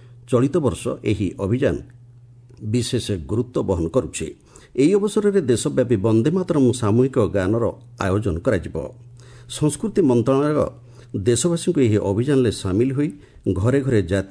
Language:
Odia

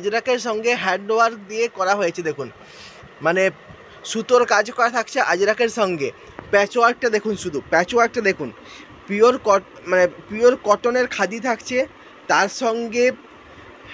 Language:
Bangla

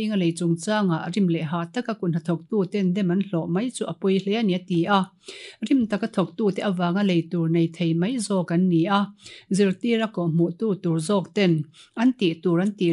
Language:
Mizo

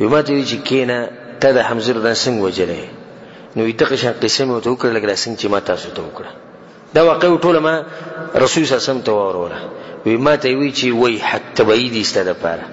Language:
Pashto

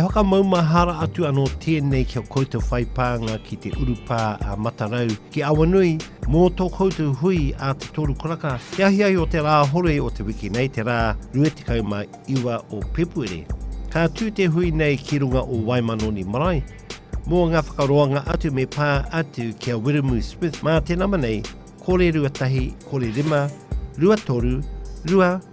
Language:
Māori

